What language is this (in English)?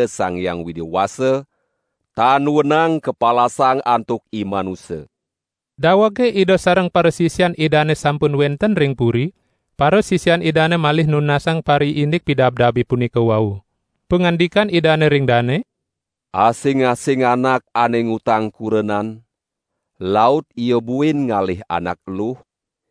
Balinese